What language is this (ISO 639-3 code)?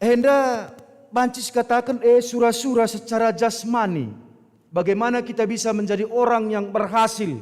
btx